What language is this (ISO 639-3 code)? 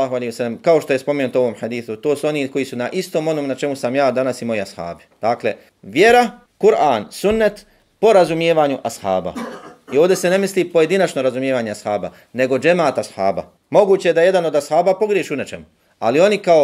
bos